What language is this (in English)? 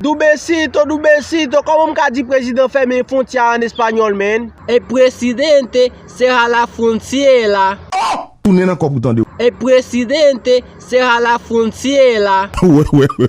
Haitian Creole